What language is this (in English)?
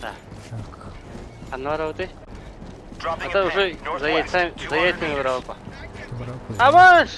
Yakut